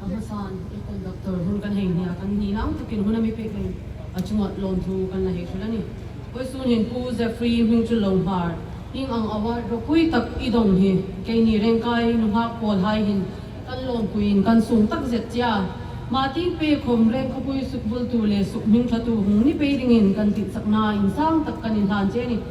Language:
Hmar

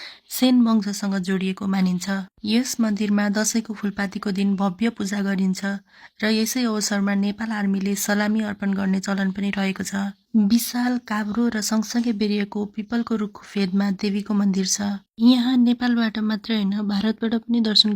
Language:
Nepali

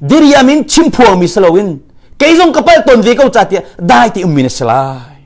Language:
Hakha Chin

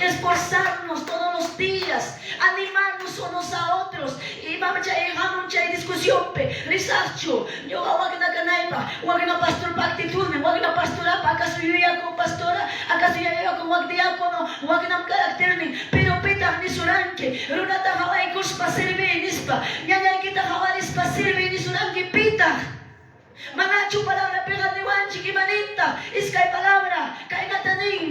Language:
Quechua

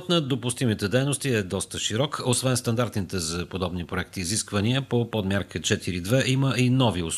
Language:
Bulgarian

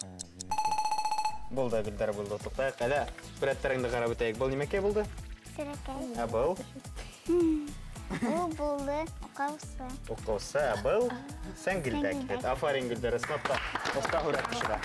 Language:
Bashkir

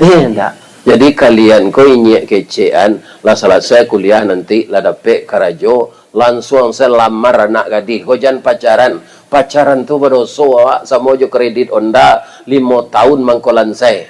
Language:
Minangkabau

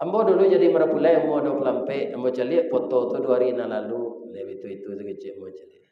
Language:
Minangkabau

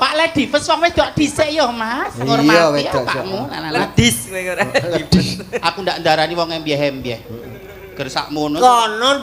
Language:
Javanese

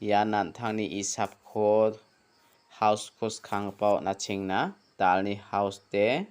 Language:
Garo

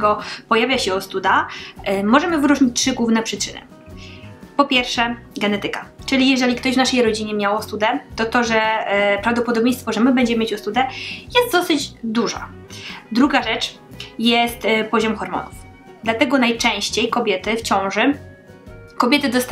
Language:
Polish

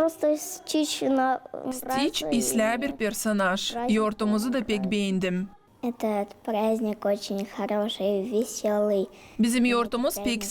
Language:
Gagauz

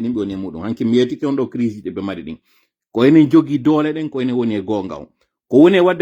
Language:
Fula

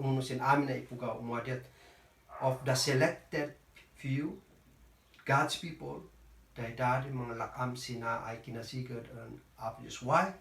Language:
Kankanaey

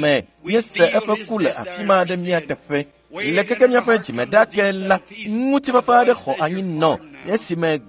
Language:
Ewe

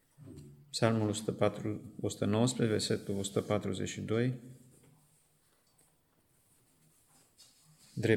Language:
Romanian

